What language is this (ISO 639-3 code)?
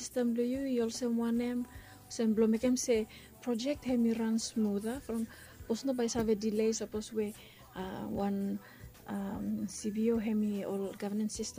bis